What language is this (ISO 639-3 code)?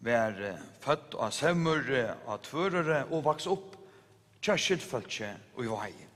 fao